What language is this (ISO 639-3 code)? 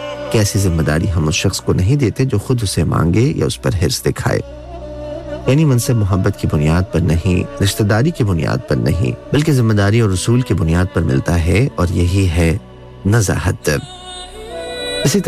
urd